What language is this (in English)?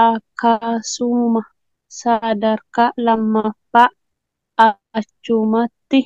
Oromo